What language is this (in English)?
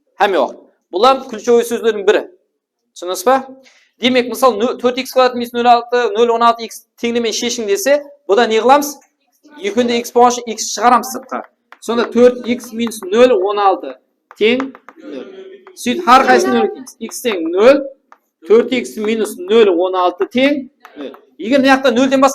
Kara-Kalpak